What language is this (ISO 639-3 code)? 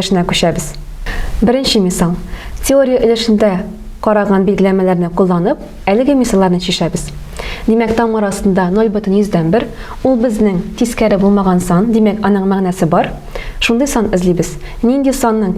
tat